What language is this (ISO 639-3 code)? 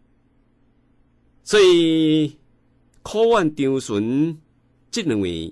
nan